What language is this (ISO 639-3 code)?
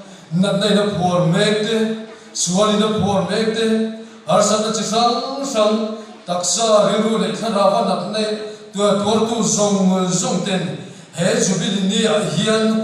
lus